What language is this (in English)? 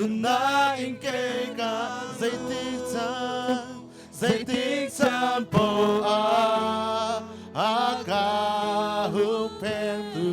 Hakha Chin